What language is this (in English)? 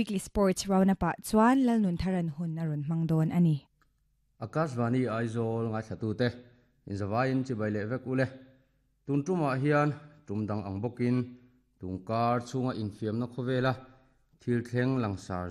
Mizo